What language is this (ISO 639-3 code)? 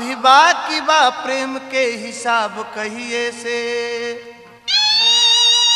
bho